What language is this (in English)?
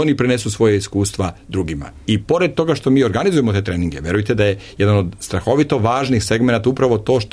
Serbian